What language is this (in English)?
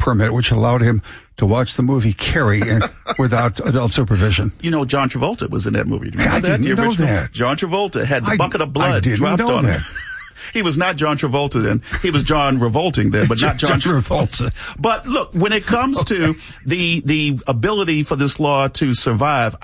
English